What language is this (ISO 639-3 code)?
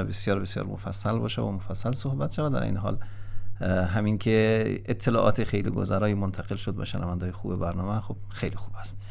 fas